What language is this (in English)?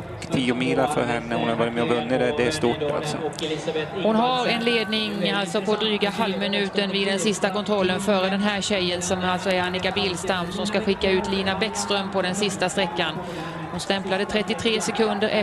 Swedish